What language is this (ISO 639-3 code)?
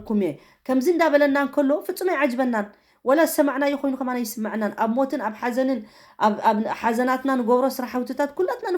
tir